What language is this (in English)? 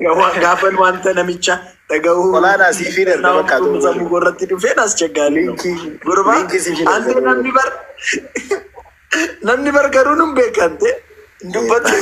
Oromo